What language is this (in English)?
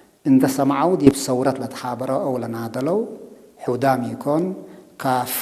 Tigrinya